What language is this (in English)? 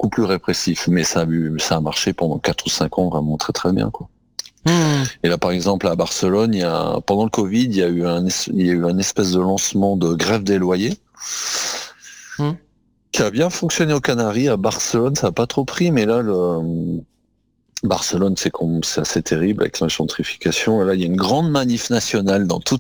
French